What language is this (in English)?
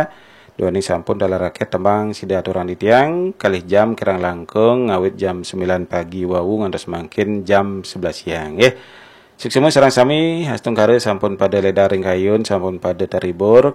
Balinese